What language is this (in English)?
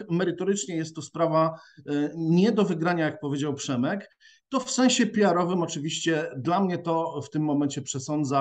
Polish